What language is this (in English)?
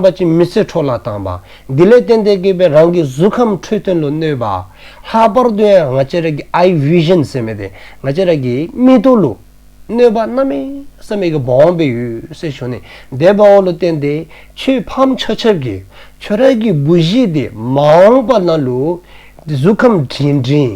Dzongkha